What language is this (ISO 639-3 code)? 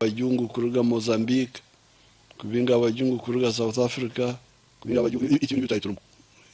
nyn